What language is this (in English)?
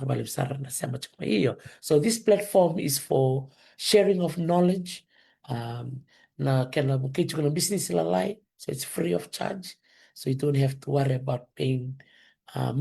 Fijian